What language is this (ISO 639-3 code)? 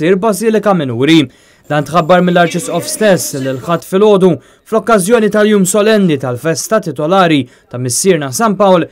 mlt